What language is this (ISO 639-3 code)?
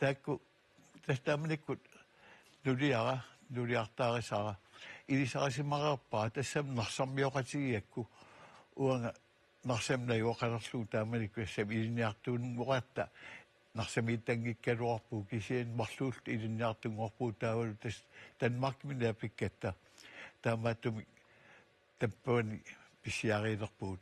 kal